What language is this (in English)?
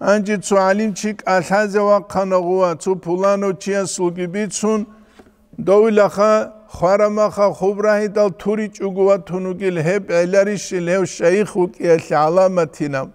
Avaric